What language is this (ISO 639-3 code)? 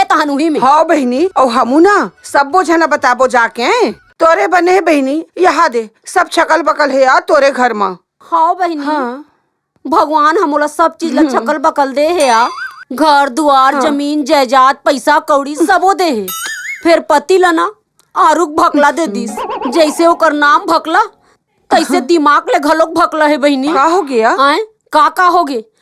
hne